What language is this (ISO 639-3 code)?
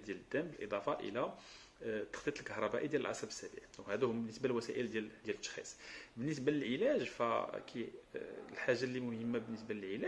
ary